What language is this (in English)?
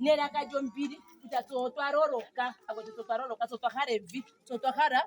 Ndonga